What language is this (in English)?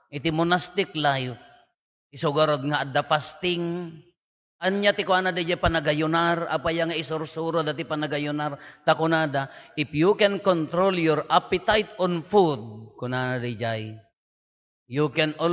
Iloko